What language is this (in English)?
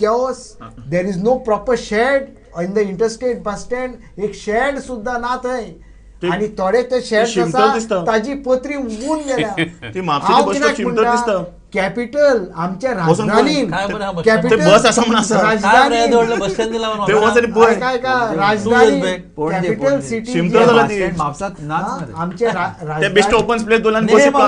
Konkani